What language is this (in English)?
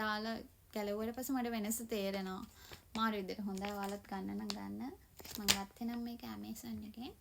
Sinhala